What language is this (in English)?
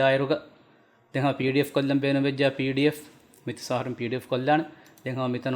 Divehi